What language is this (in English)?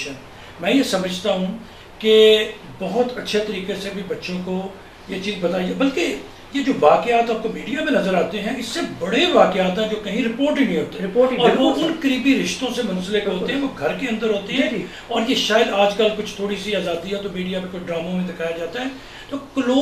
Urdu